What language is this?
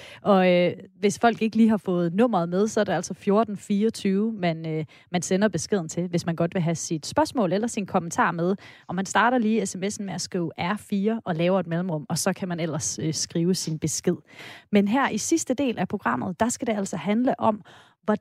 Danish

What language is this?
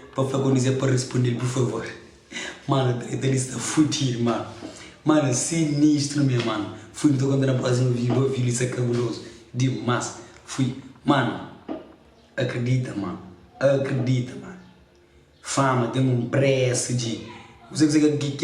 Kabuverdianu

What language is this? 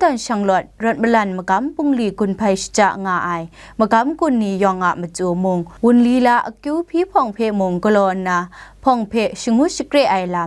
Kachin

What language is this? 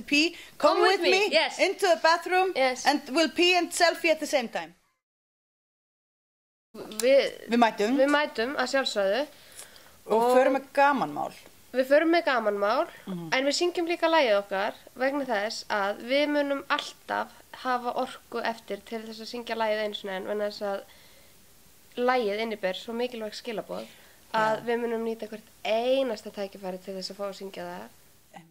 Icelandic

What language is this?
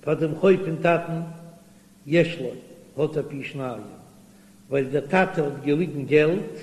Yiddish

